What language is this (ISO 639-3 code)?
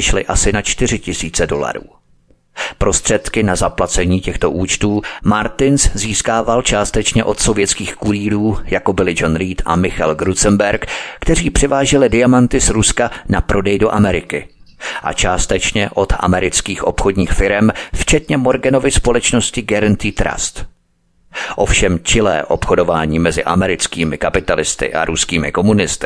ces